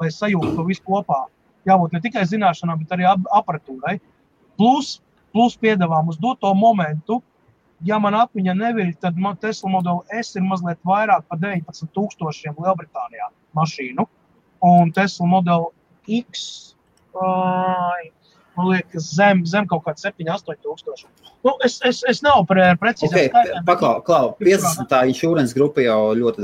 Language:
Latvian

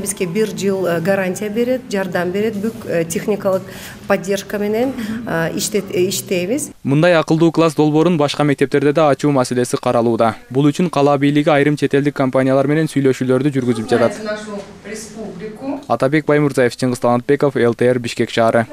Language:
Kyrgyz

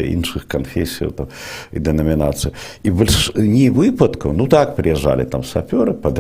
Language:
Belarusian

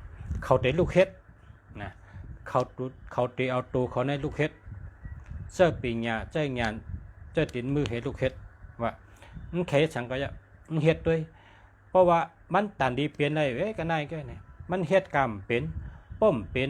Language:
Shan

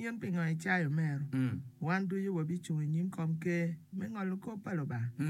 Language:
Acoli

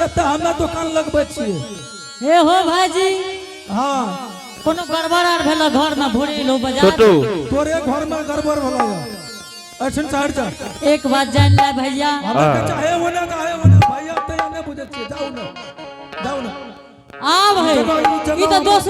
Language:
Angika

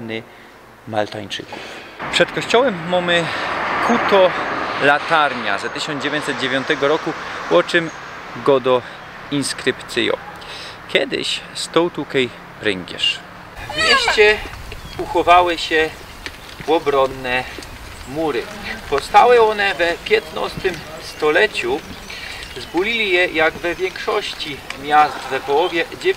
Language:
Silesian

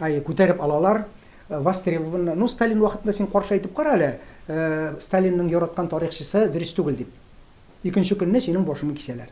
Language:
Tatar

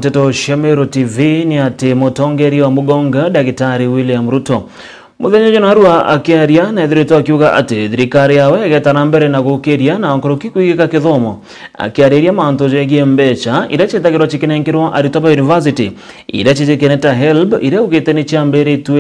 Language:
Meru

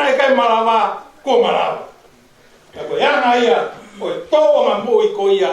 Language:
Tongan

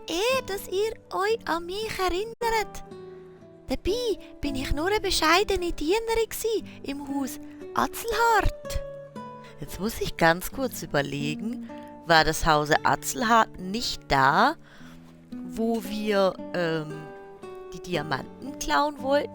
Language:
Swiss German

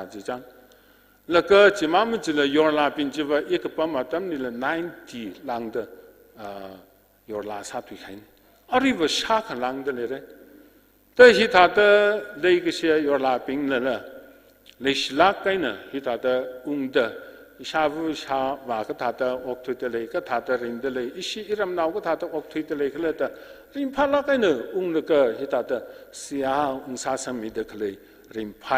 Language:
Tangkhul Naga (India)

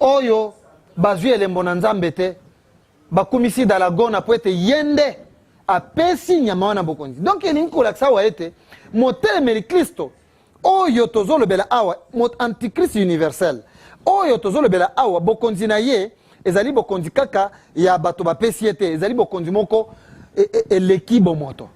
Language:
Lingala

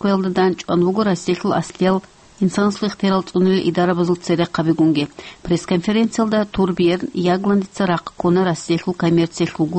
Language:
Avaric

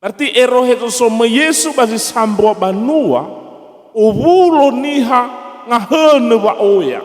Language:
Nias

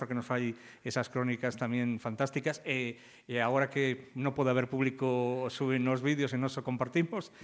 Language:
Galician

